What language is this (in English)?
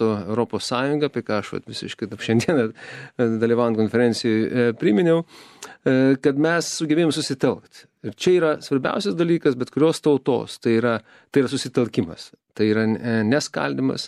Lithuanian